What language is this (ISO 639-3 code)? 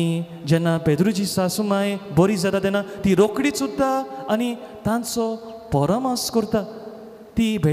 kok